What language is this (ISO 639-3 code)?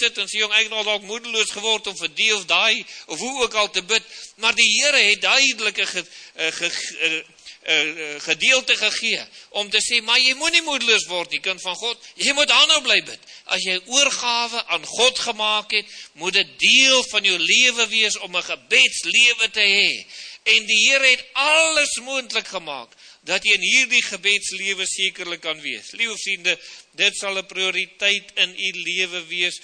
afr